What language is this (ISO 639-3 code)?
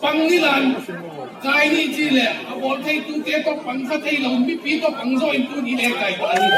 ctd